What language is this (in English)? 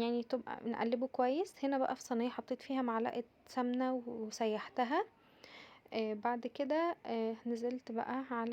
Egyptian Arabic